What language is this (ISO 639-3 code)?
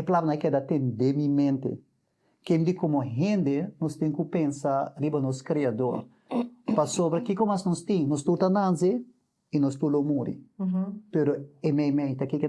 pap